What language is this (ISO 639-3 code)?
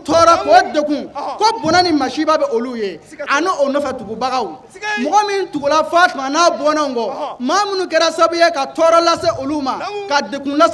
bam